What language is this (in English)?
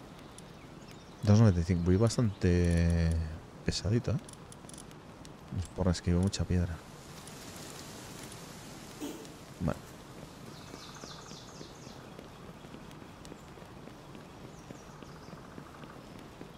Spanish